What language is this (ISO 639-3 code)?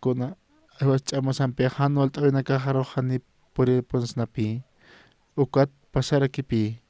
aym